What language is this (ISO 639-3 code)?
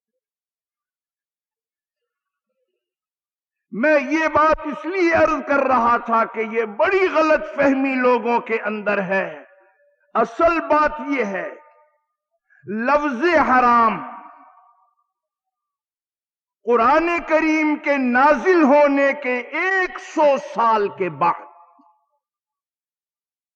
urd